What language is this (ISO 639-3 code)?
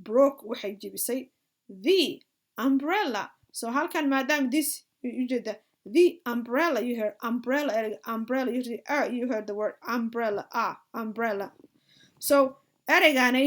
som